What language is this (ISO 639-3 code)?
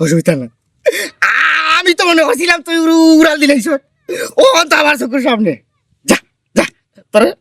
syl